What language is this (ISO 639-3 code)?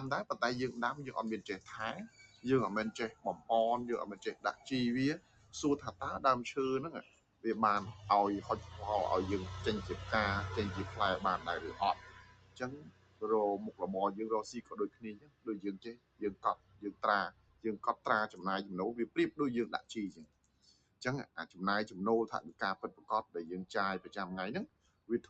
khm